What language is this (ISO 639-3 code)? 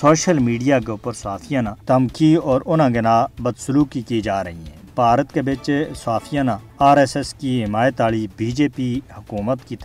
gju